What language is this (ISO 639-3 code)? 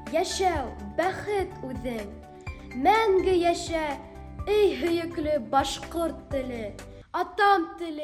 bak